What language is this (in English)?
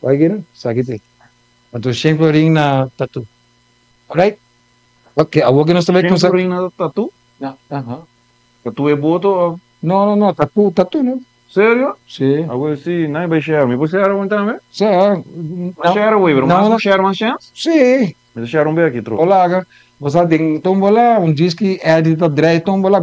Papiamento